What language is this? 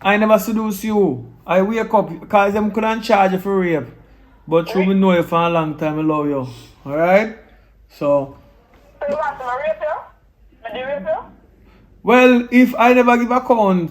Jamaican Creole English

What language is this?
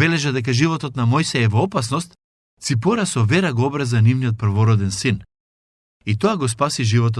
Macedonian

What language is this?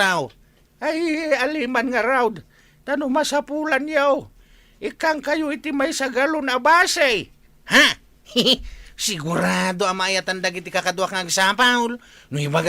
Iloko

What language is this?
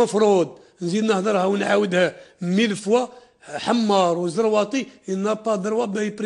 Algerian Arabic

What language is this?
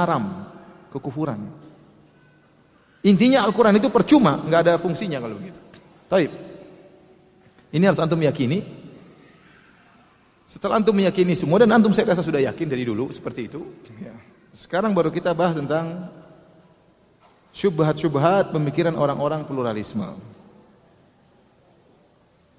Indonesian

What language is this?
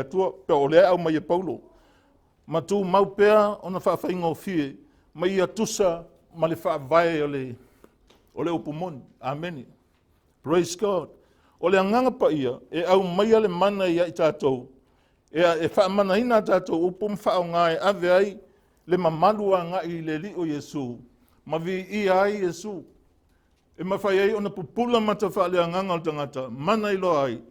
Samoan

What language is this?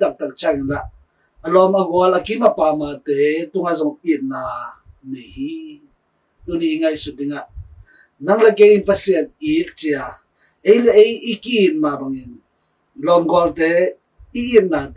Tedim Chin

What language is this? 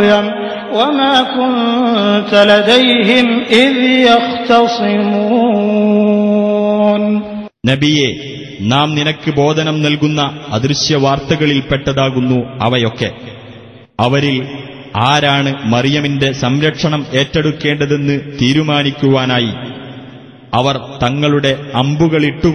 Malayalam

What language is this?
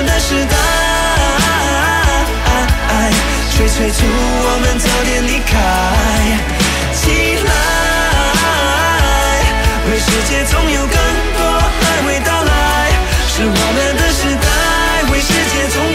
Chinese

